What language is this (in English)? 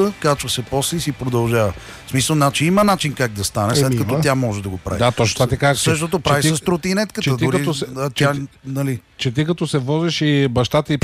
Bulgarian